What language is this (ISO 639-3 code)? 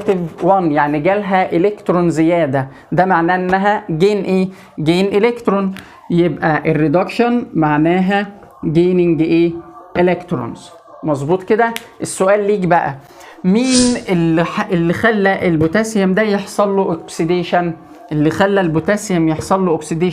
arz